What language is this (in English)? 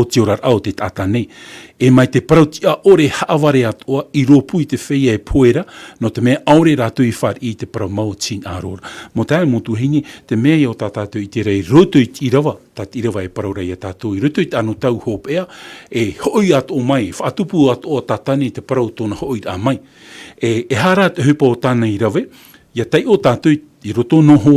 Tahitian